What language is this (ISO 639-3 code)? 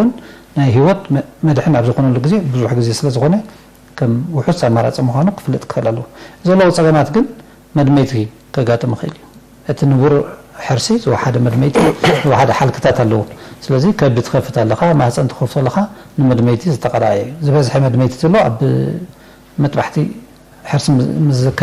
tir